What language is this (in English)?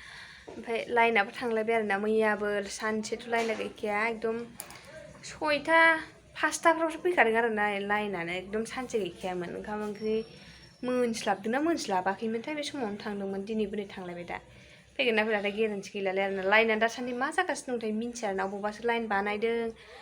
Bodo